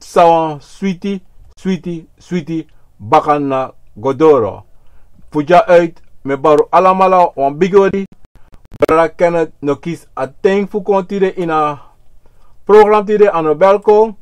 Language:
Sranan Tongo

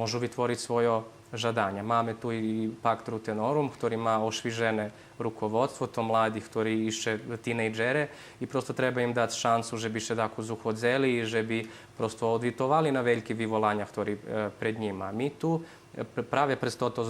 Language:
Rusyn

